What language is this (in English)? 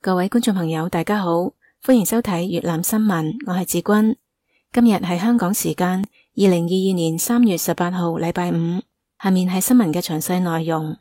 Cantonese